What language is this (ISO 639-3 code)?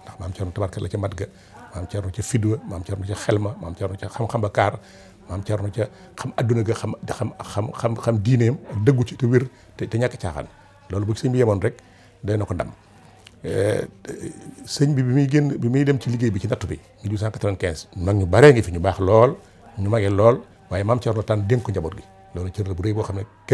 wol